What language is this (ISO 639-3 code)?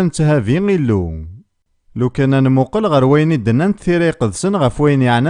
kab